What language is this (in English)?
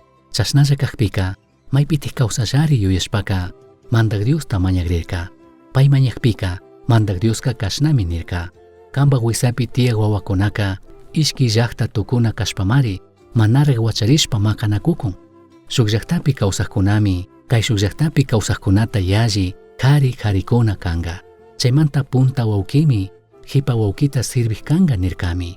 Chimborazo Highland Quichua